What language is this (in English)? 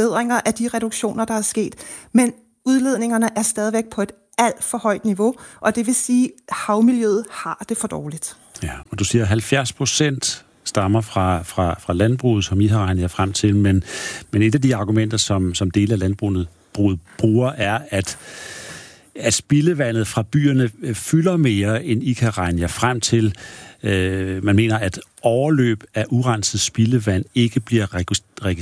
Danish